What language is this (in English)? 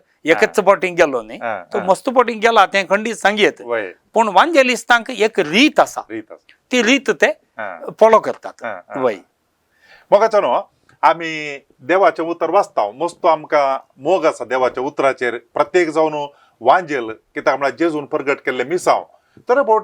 Konkani